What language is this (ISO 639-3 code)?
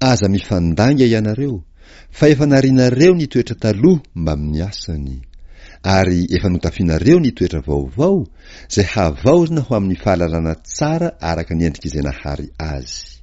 mlg